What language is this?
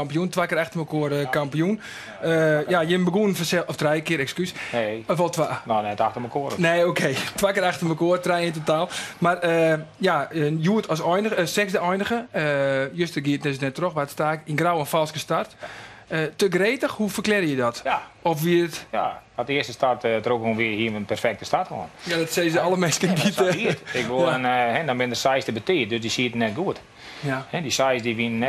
Western Frisian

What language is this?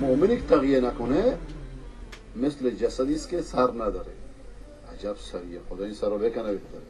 Persian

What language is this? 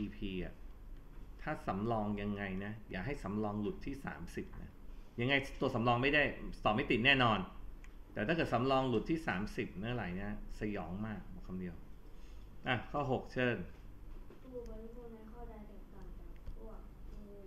Thai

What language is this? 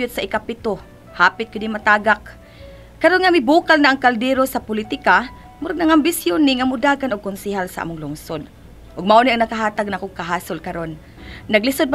Cebuano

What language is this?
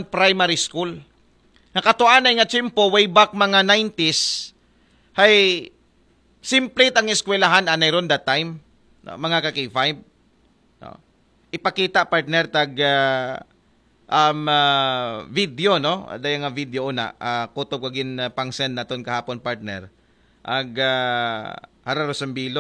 Aklanon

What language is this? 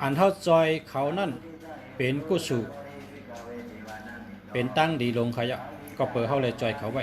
Shan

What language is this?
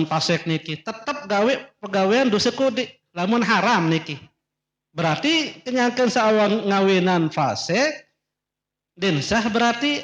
Sasak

